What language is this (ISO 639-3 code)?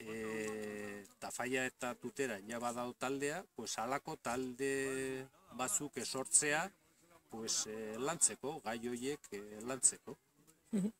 eus